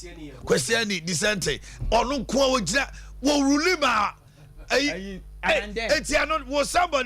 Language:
Akan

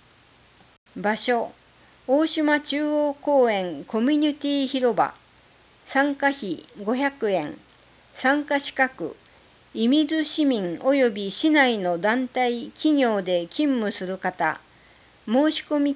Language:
Japanese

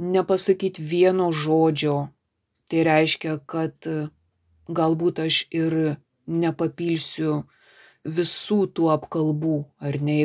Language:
Lithuanian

